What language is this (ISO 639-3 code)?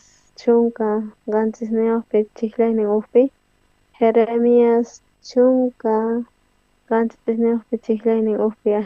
quh